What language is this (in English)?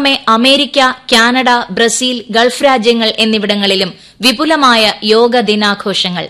Malayalam